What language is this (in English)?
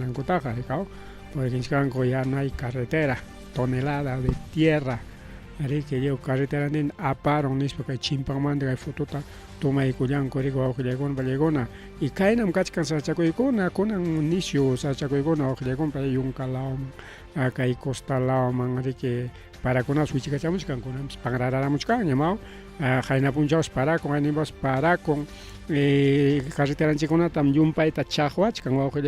Ayacucho Quechua